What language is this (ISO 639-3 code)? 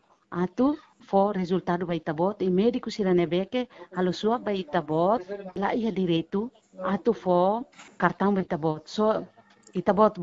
tet